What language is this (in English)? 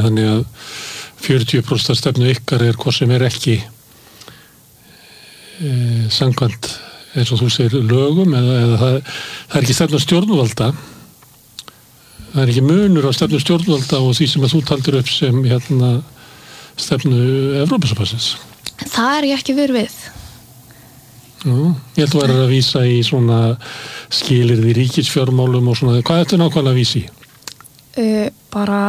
Icelandic